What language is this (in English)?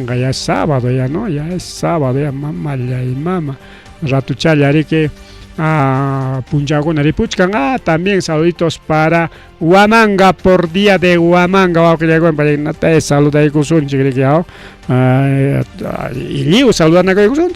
Ayacucho Quechua